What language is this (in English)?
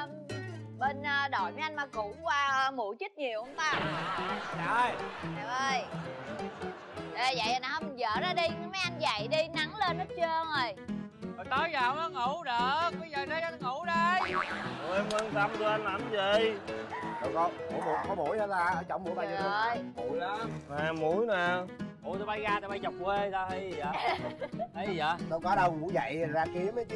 Vietnamese